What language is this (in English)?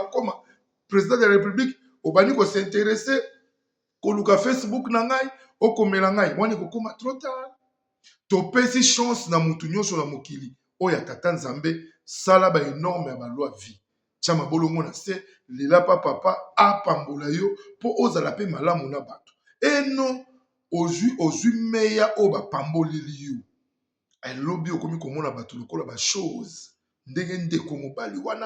Lingala